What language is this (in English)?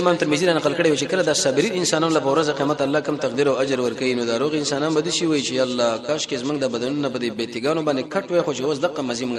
Pashto